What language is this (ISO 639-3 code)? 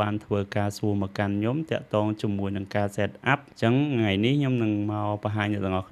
khm